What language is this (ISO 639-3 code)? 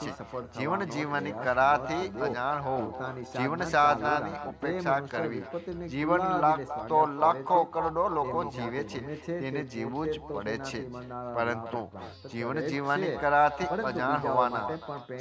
guj